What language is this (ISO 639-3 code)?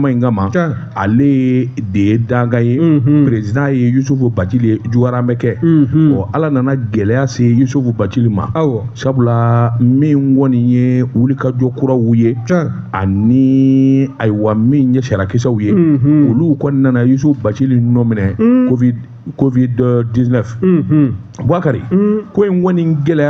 bam